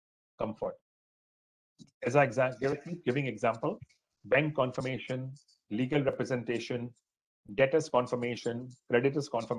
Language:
English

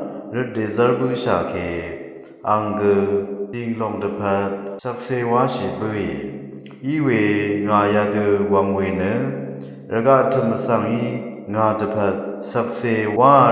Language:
Rawang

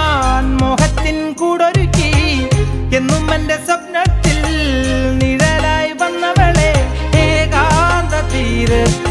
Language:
Malayalam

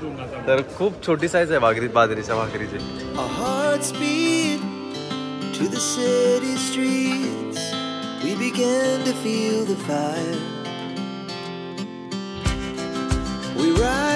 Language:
Marathi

